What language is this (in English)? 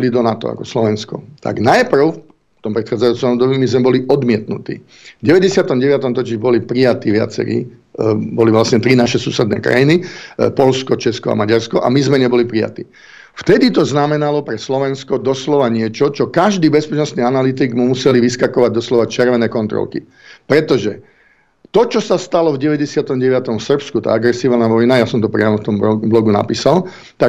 Slovak